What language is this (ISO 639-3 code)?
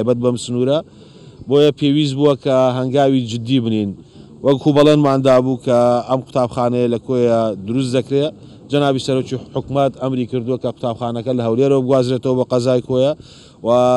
ckb